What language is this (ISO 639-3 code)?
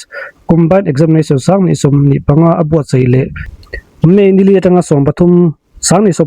lus